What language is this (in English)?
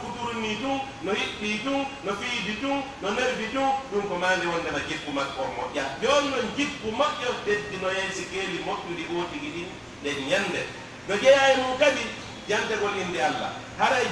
Pular